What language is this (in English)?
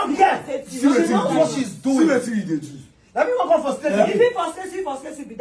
Nigerian Pidgin